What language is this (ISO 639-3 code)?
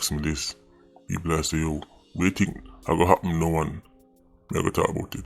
jam